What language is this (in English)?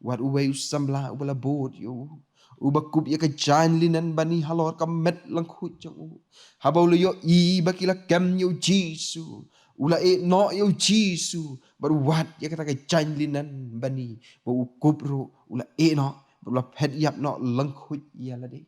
Khasi